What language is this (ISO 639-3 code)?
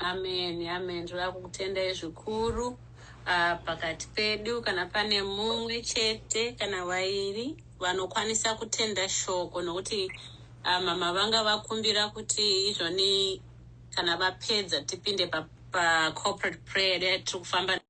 sna